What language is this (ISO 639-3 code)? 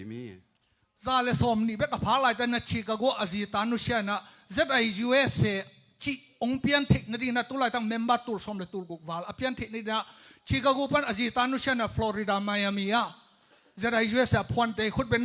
ctd